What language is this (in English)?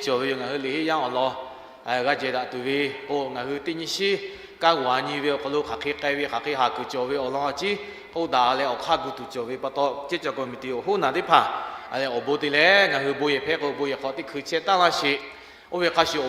Lahu